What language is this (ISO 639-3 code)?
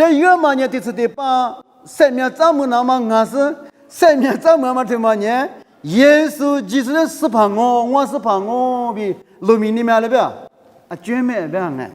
lis